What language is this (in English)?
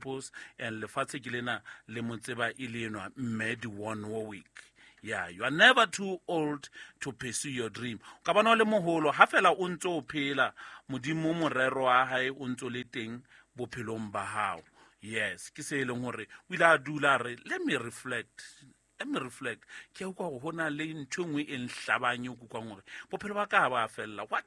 Southern Sotho